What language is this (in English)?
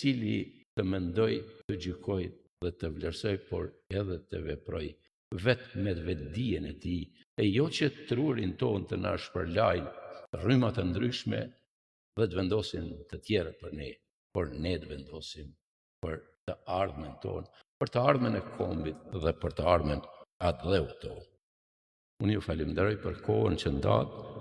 Albanian